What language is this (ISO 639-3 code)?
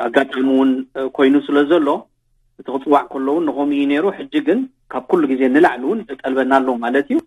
tir